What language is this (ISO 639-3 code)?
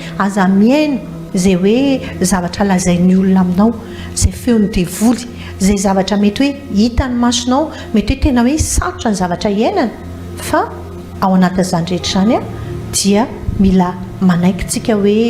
mlg